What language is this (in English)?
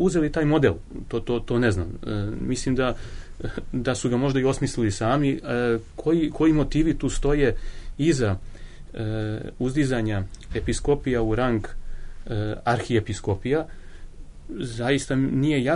Serbian